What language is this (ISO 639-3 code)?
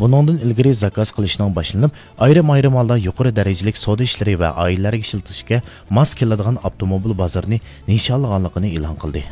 uig